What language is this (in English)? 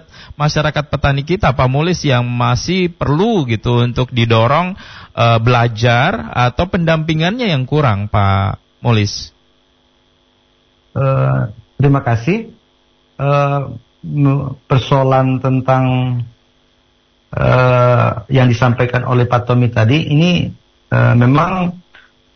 Indonesian